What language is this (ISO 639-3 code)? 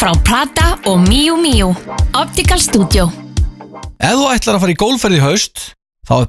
isl